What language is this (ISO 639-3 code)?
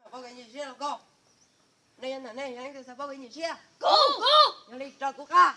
hmn